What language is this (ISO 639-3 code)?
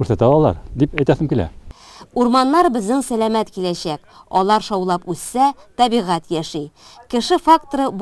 tat